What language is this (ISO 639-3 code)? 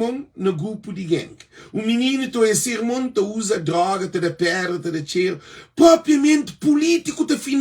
kea